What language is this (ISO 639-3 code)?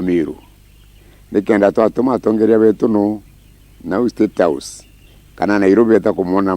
mer